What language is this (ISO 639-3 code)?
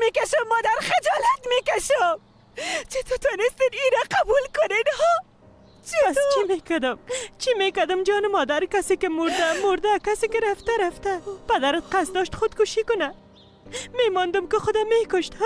fas